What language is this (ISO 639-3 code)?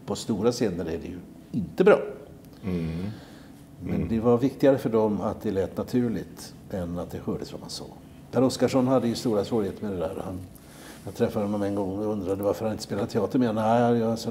swe